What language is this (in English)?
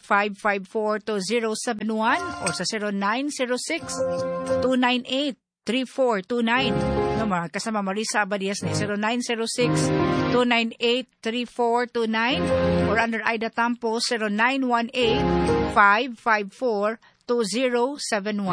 Cebuano